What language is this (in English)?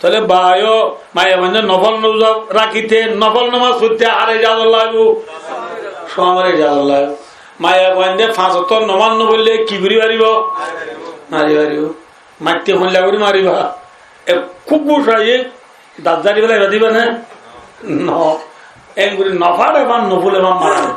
Rohingya